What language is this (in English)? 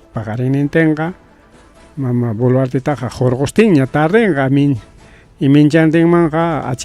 Ayacucho Quechua